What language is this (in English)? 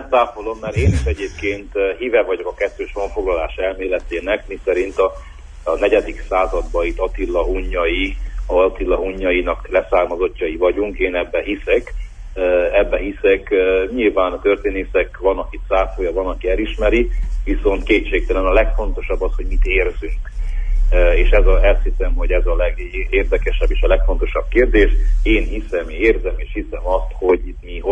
Hungarian